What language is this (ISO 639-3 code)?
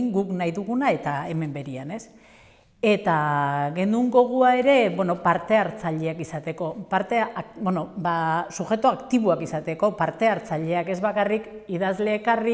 eus